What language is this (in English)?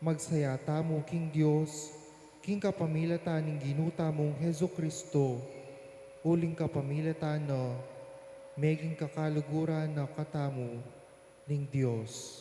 Pampanga